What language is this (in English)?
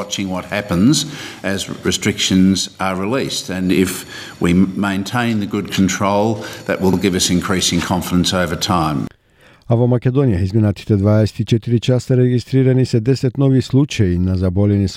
Macedonian